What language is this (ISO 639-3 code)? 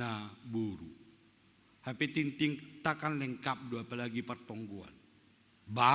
bts